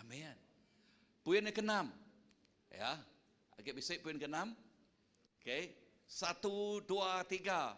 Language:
Iban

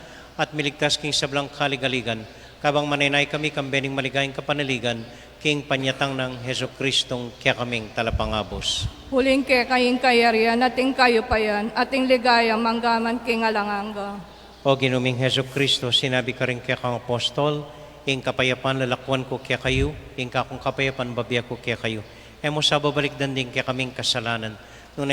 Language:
Pampanga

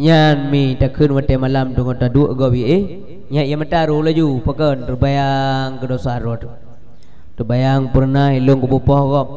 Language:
Achinese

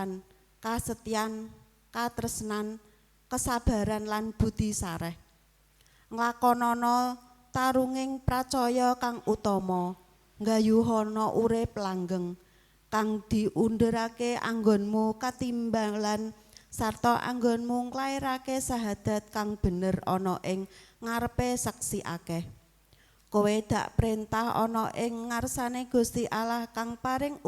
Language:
Javanese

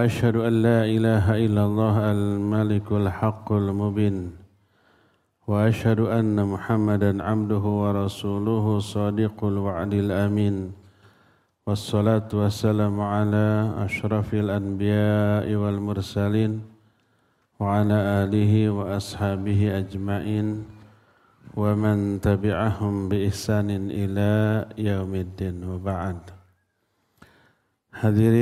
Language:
Indonesian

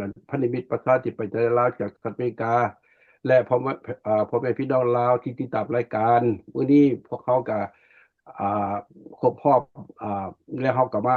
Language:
Lao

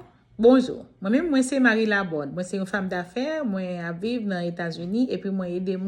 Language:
Haitian Creole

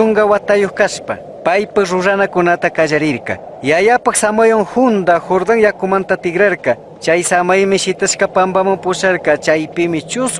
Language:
Chimborazo Highland Quichua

